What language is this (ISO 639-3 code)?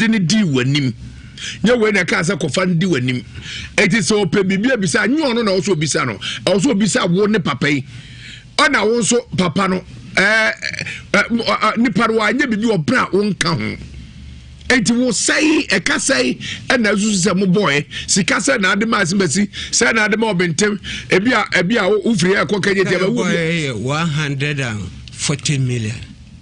aka